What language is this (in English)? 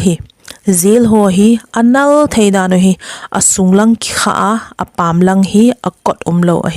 Thado Chin